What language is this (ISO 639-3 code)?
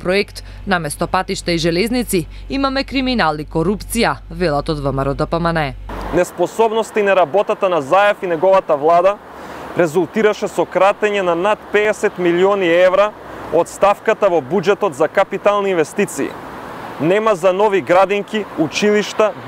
mkd